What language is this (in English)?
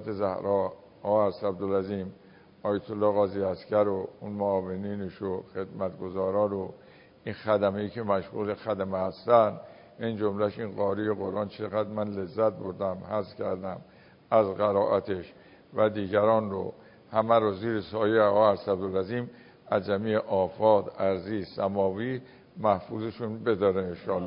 Persian